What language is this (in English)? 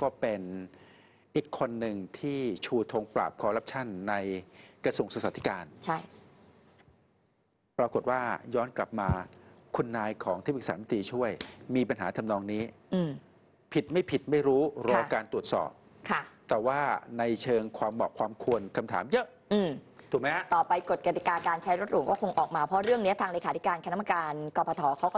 Thai